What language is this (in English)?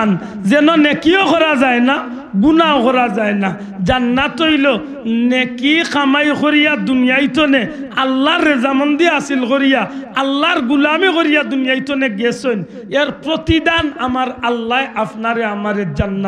Sylheti